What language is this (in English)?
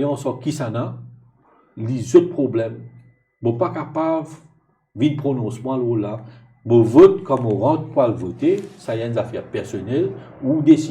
Morisyen